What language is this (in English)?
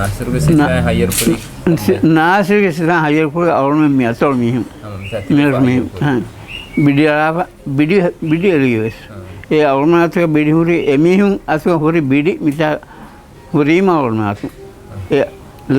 Divehi